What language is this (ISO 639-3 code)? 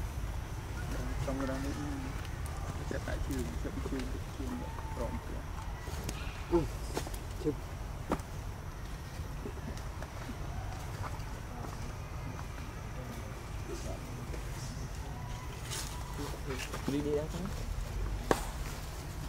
vie